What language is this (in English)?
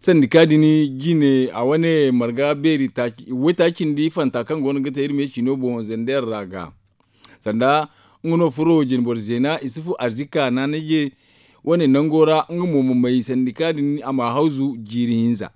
Zarma